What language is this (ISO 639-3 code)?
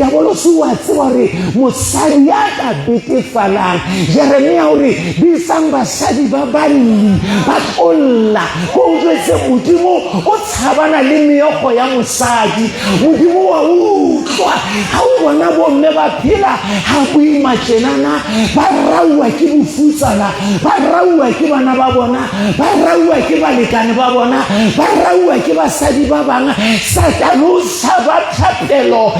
sot